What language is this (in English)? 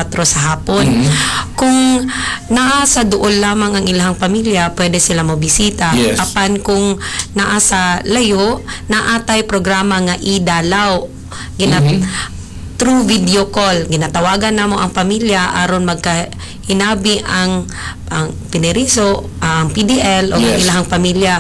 Cebuano